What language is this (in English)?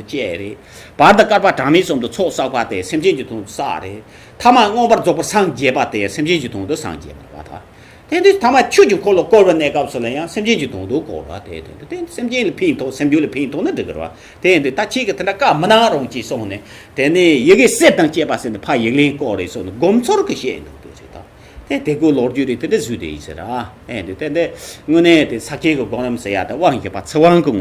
Tibetan